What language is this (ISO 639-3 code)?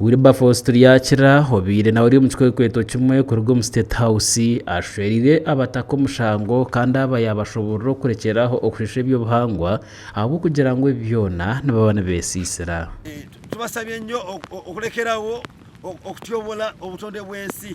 nyn